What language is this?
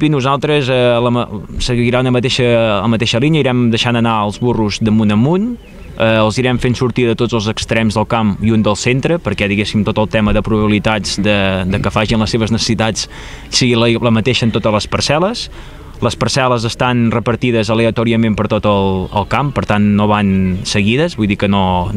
Catalan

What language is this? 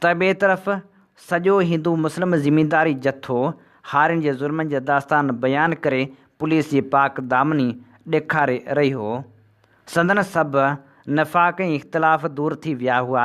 Sindhi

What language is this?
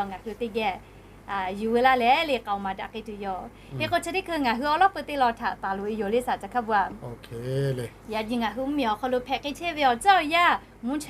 Lahu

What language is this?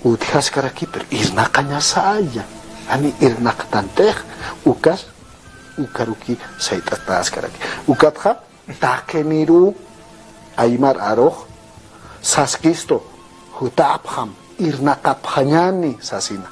Aymara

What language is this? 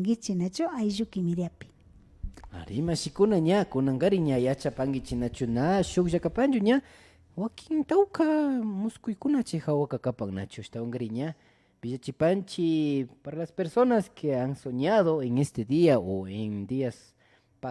Imbabura Highland Quichua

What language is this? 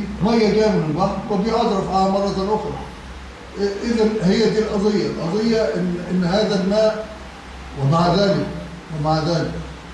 Egyptian Arabic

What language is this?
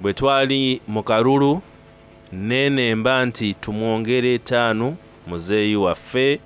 Soga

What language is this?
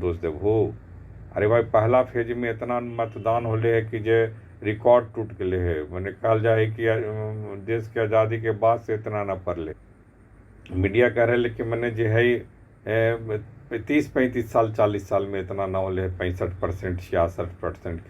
Magahi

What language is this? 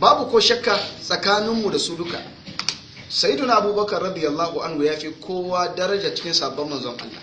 Hausa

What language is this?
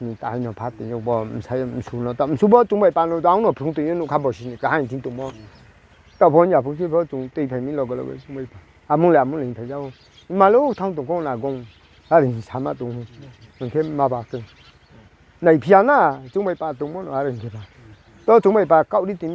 Riang (India)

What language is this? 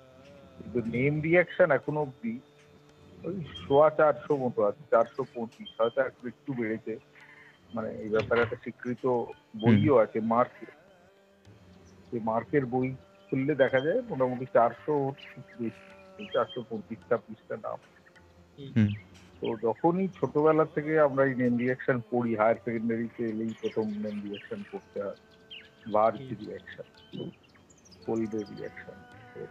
Bangla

